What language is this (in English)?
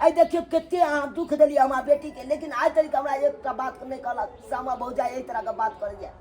Maithili